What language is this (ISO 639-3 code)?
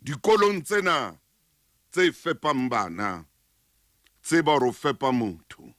sot